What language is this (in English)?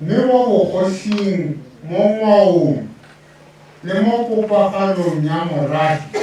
Tswana